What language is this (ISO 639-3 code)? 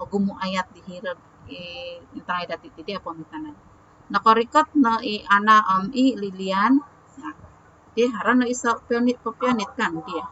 dtp